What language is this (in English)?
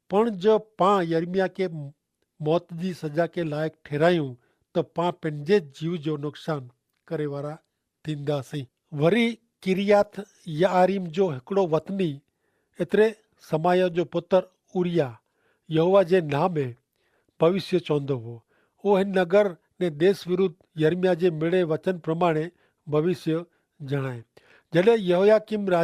Kachhi